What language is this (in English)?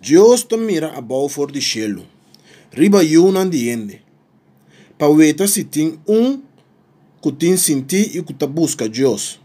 Papiamento